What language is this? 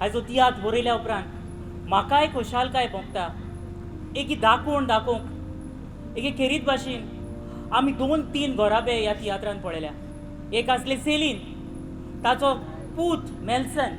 Konkani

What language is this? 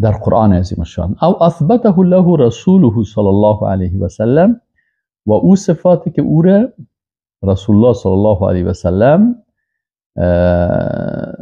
Persian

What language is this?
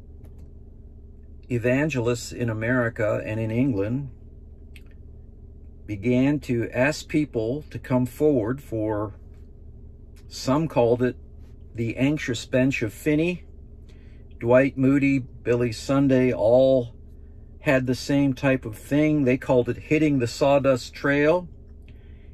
English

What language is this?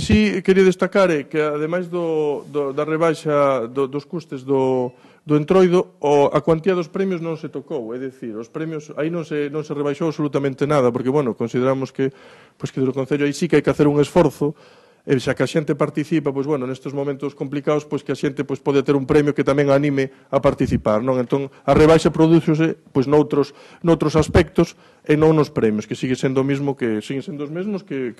Galician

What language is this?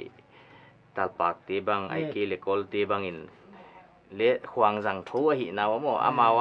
Paite Chin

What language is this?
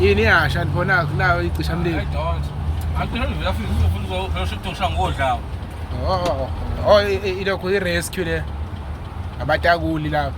Zulu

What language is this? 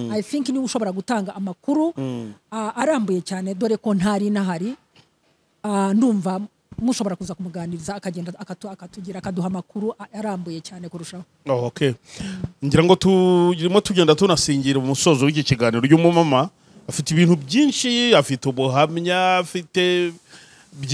Kinyarwanda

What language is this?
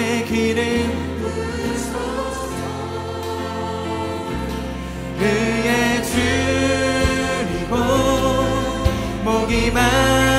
Korean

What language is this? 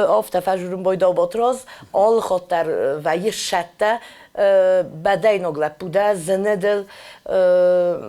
Ossetic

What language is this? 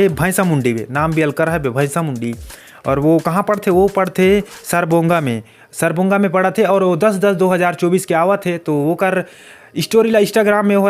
Chhattisgarhi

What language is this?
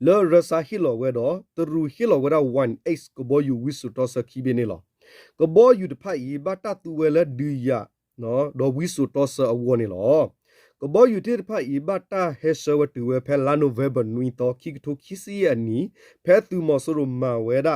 S'gaw Karen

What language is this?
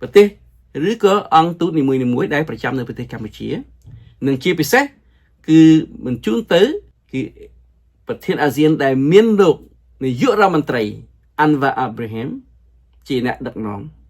Khmer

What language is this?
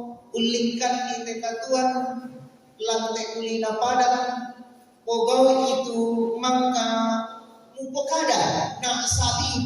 Toraja-Sa'dan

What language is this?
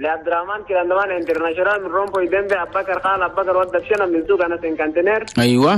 Chadian Arabic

